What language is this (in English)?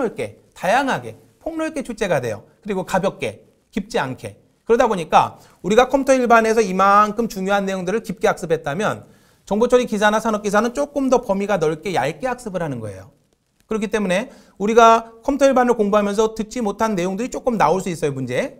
Korean